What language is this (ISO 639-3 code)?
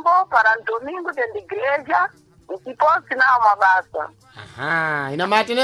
seh